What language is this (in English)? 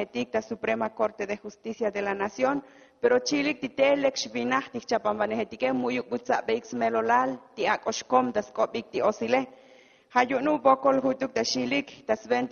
Tzotzil